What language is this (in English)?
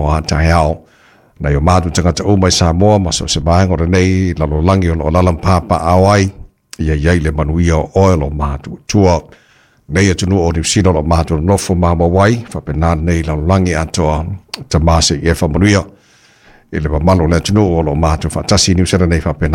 Samoan